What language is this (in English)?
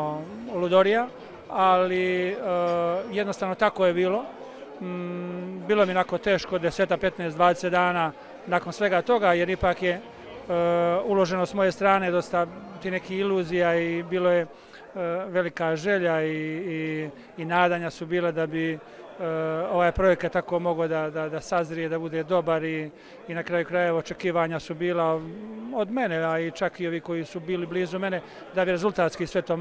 Bosnian